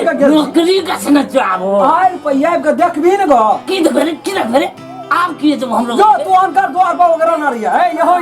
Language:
Maithili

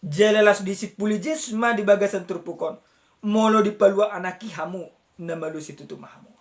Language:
Batak Toba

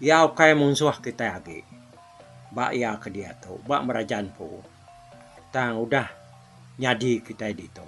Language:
Iban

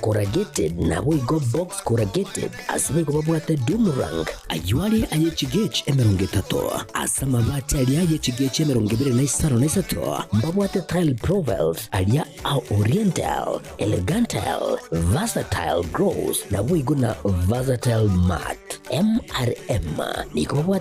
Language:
Gusii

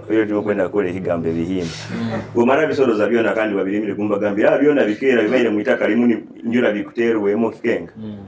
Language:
Nyoro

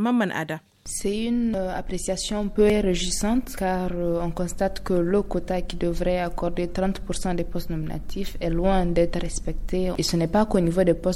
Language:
French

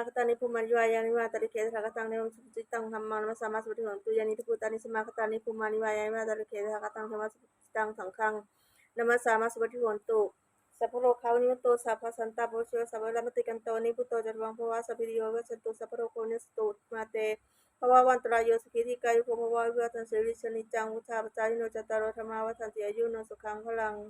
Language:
Pali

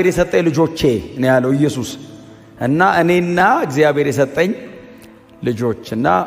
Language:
Amharic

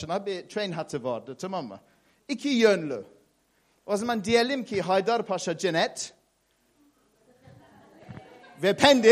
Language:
Turkish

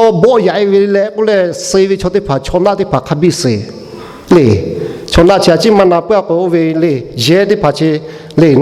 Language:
Lahu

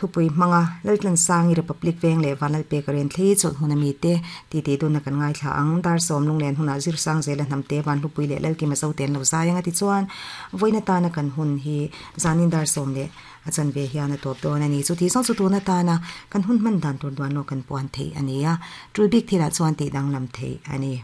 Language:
Mizo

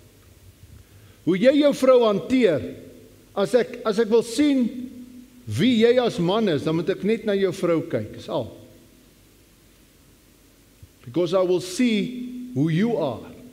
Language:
Afrikaans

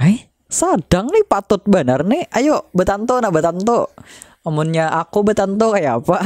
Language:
Banjar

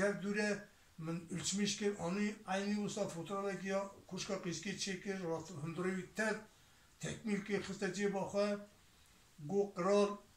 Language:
Kurdish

